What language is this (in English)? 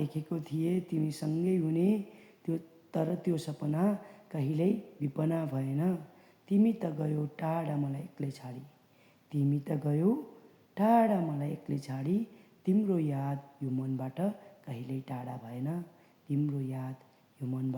Nepali